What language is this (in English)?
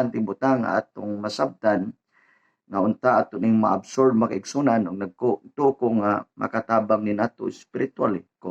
Cebuano